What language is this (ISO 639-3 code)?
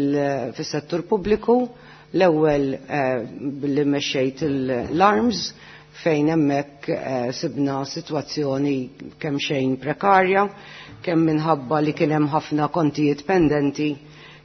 mlt